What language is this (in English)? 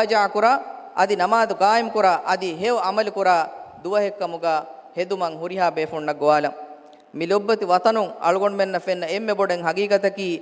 Divehi